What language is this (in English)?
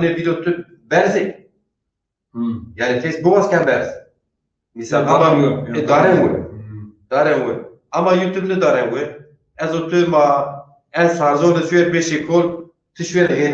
Zaza